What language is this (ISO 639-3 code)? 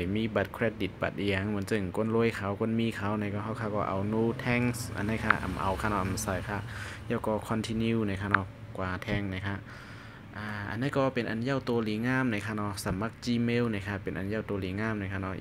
shn